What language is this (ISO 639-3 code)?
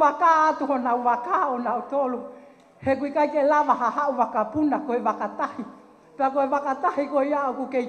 ton